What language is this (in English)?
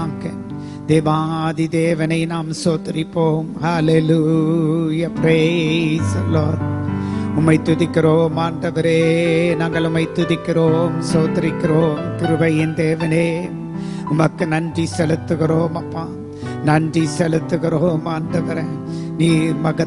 Tamil